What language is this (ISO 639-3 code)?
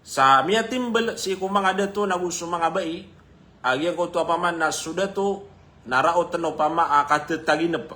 mrw